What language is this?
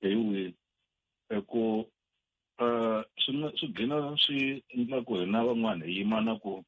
Tsonga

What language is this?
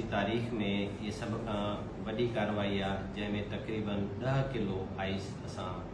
Sindhi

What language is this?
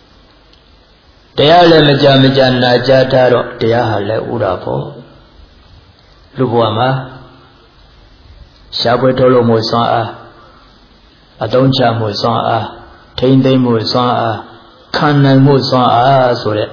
Burmese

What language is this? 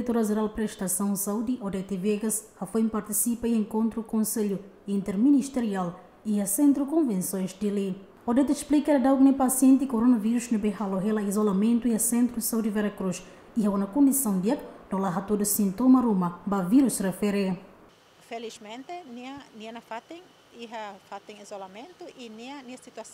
Tetum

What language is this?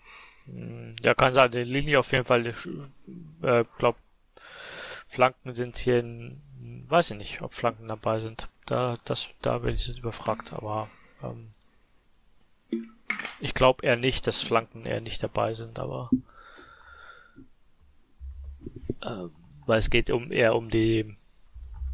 German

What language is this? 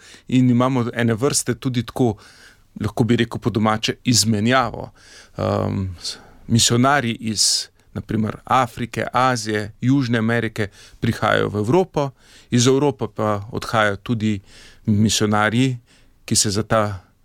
Slovenian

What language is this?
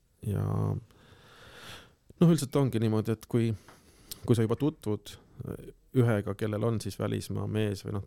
Estonian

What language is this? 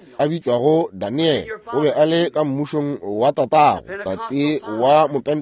Northern Sotho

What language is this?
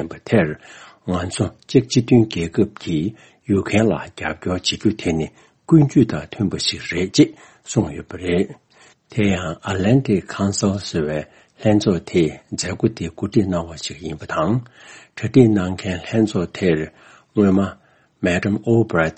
Tibetan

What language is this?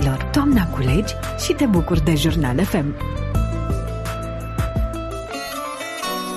Romanian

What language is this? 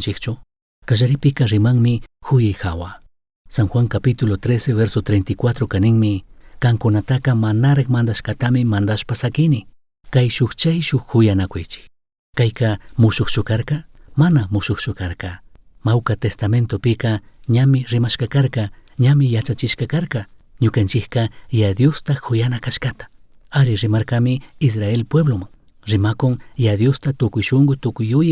Chimborazo Highland Quichua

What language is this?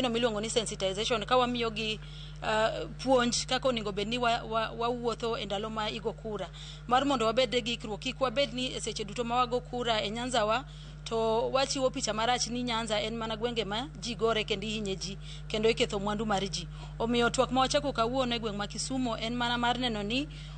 Luo (Kenya and Tanzania)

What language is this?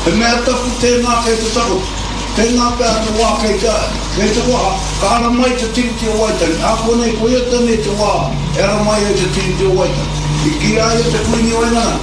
Māori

